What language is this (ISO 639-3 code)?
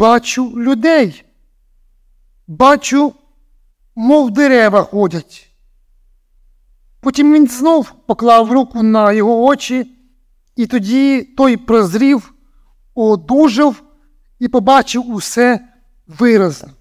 ukr